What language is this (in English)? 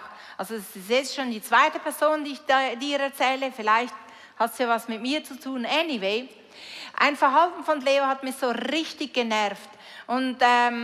Swiss German